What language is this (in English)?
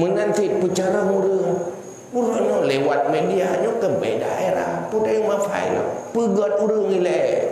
Achinese